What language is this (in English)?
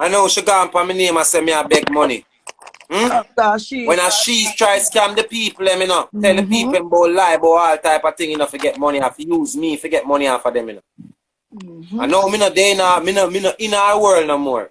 Jamaican Creole English